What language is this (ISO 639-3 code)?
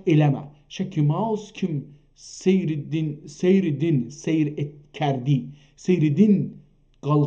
azb